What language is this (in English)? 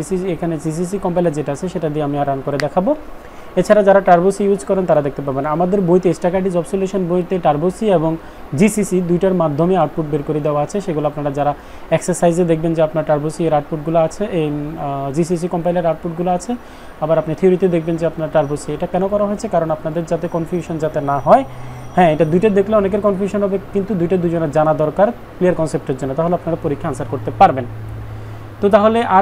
Bangla